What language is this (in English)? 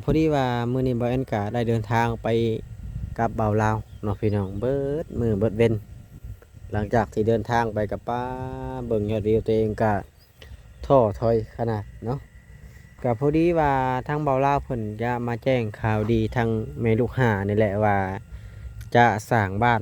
Lao